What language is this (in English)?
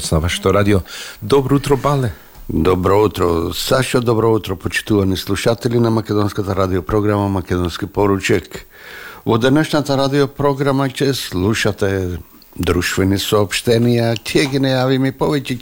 Macedonian